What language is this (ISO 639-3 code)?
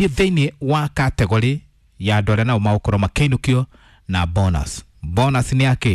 kik